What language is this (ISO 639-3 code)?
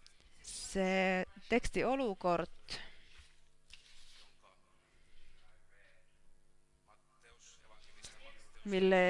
fin